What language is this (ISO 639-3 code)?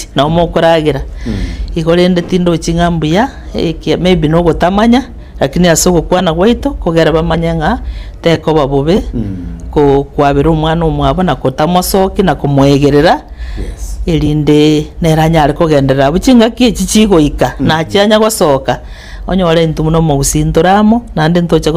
guz